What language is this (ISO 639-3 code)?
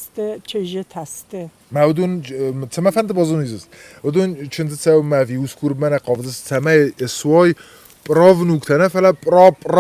oss